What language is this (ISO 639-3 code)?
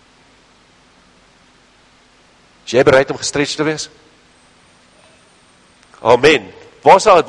afr